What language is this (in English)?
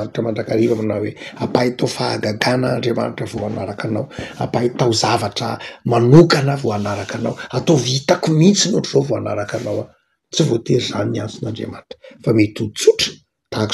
Malagasy